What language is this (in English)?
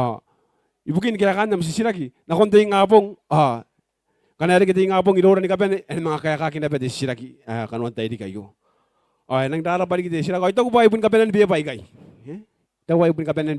Gilbertese